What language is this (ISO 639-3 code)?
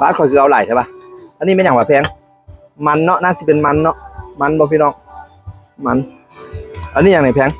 tts